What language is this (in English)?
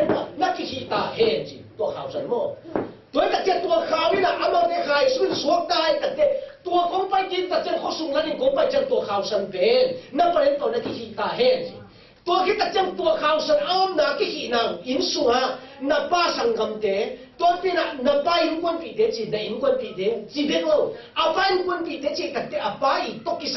Tedim Chin